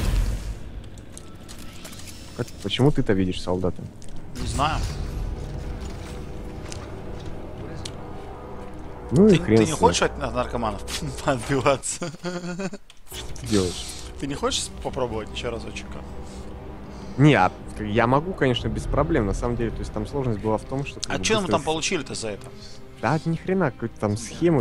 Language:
Russian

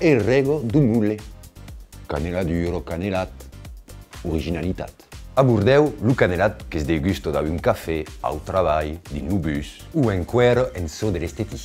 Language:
Occitan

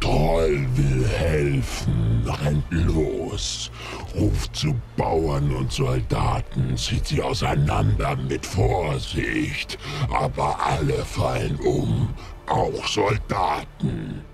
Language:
Swiss German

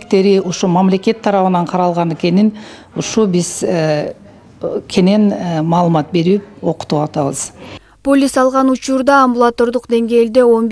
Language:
Kyrgyz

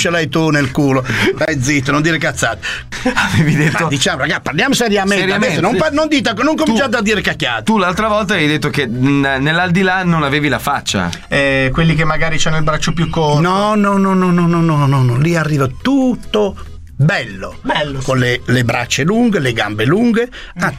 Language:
Italian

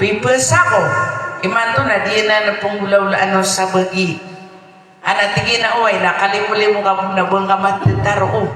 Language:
Maranao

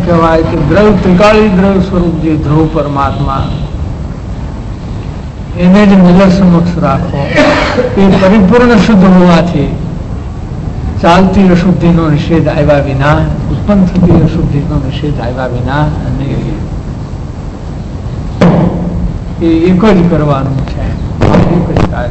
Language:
Gujarati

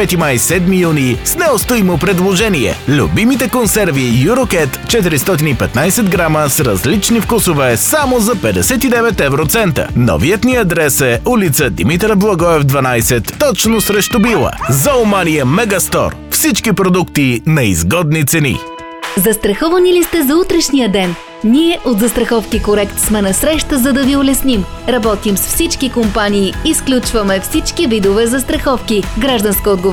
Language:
Bulgarian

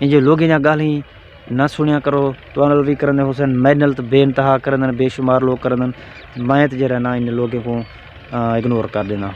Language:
Saraiki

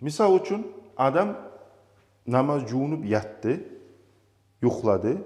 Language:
Kumyk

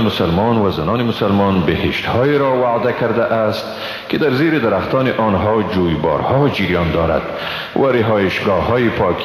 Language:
Persian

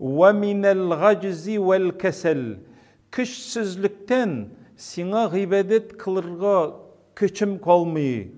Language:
Tatar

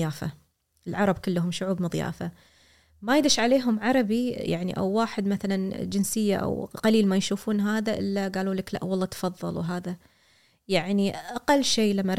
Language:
Gulf Arabic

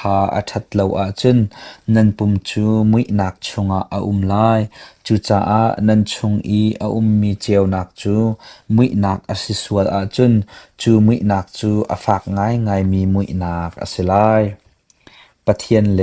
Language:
Hakha Chin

